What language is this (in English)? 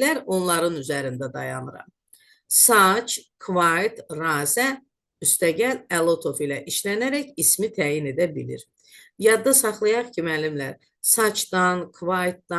Azerbaijani